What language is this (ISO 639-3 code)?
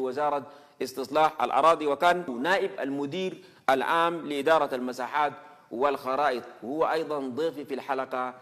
ara